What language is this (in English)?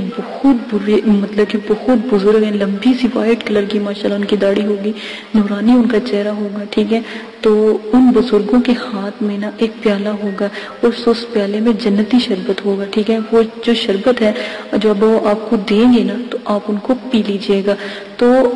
Urdu